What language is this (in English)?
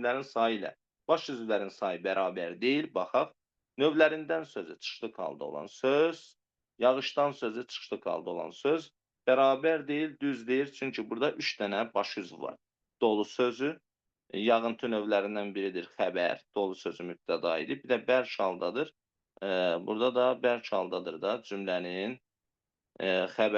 Azerbaijani